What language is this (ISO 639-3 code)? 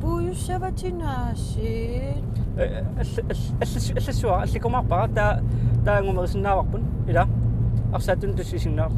kal